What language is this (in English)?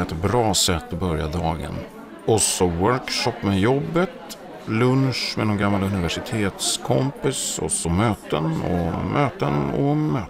Swedish